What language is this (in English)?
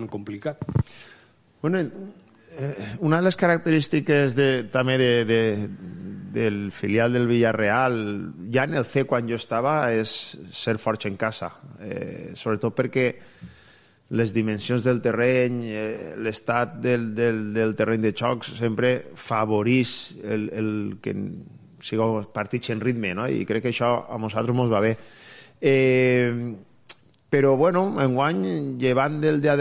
Catalan